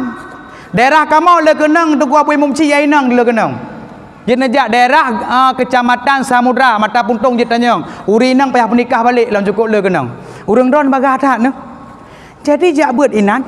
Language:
Achinese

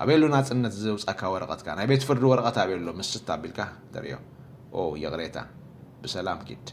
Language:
Tigrinya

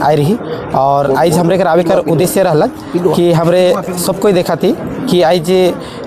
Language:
Sadri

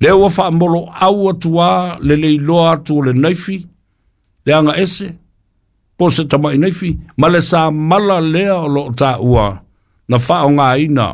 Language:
Samoan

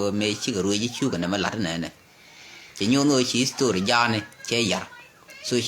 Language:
Nuer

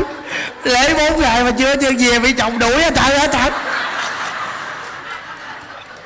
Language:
Vietnamese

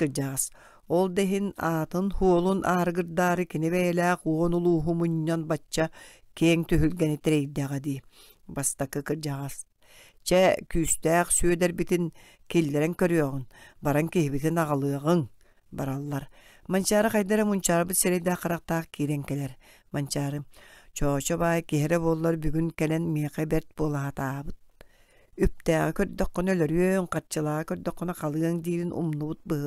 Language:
Yakut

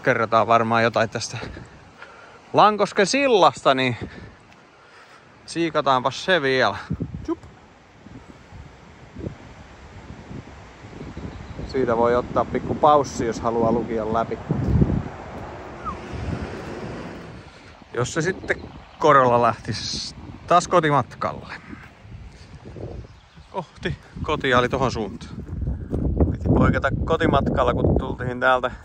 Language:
Finnish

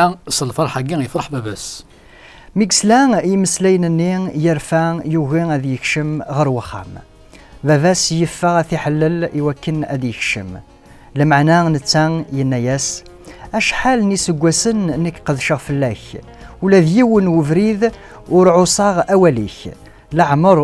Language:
Kabyle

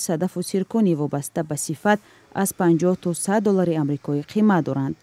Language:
Tajik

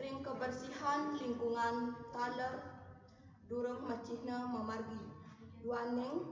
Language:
Balinese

